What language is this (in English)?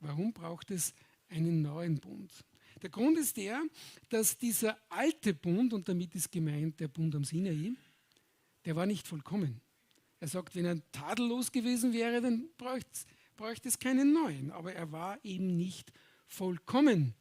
Swiss German